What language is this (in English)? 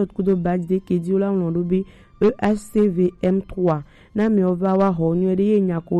Gen